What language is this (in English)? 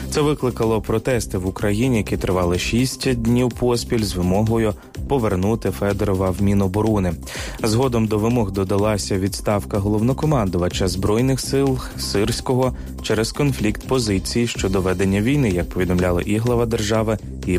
Ukrainian